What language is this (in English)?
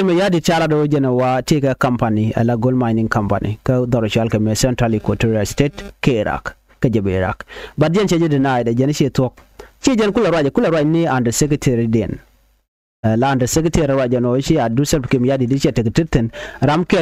Nuer